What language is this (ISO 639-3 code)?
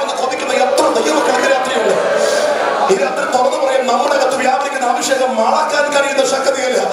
mal